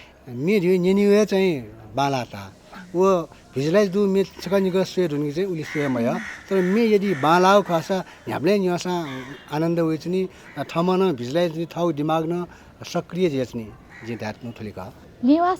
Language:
Newari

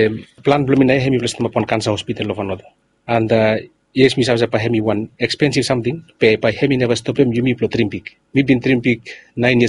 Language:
Bislama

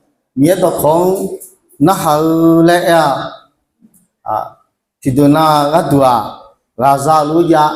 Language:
Akha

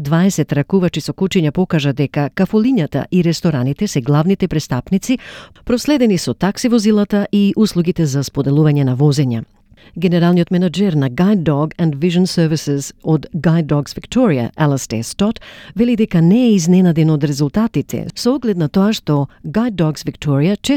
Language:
Macedonian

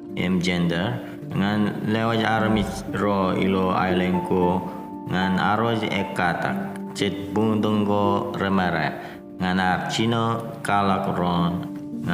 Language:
Marshallese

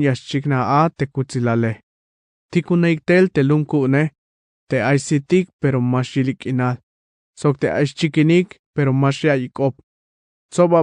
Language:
Tzeltal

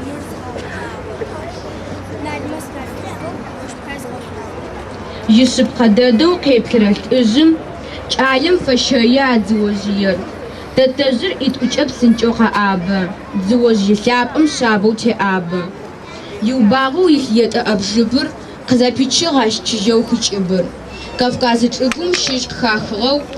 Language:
Adyghe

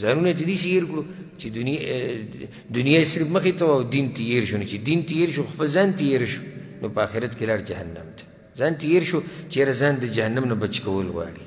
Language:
Pashto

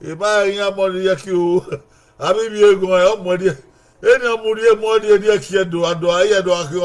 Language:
Bini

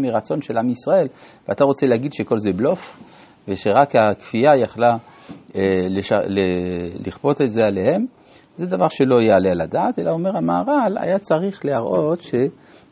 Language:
Hebrew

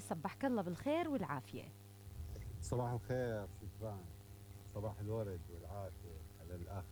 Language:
Mesopotamian Arabic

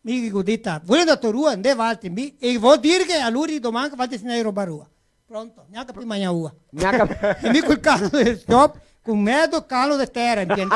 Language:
Venetian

